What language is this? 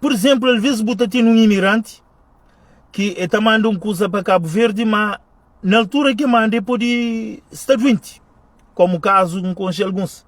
Kabuverdianu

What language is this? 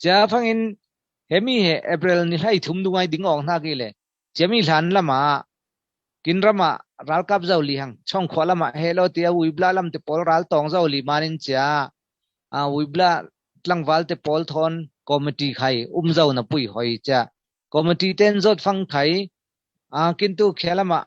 Falam Chin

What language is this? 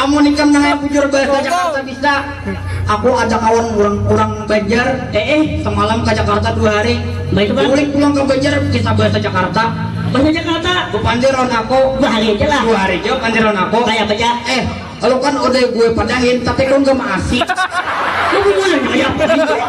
Banjar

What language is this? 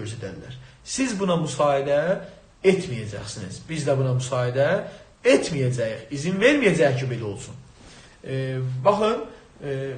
South Azerbaijani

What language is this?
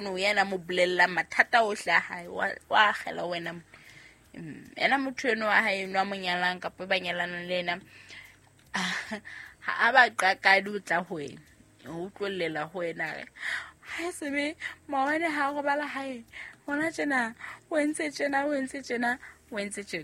Southern Sotho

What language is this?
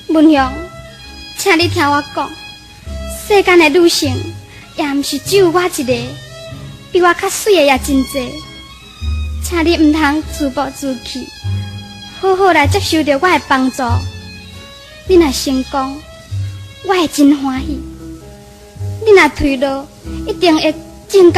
Min Nan Chinese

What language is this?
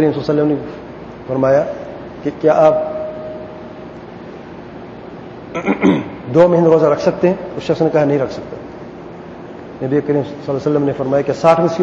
Urdu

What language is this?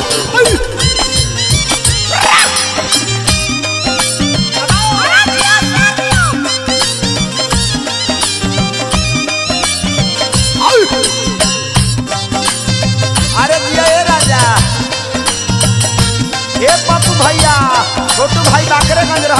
Bhojpuri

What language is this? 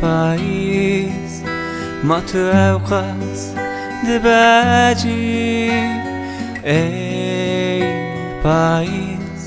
Kurdish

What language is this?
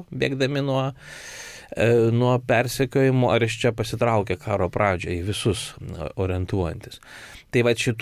Lithuanian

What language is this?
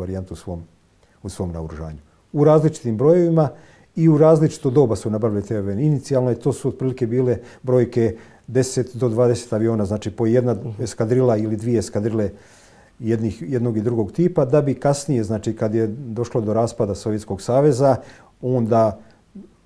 Croatian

